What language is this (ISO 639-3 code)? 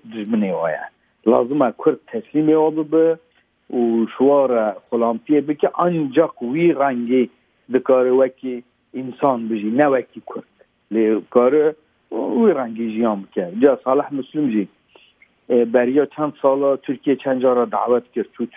kur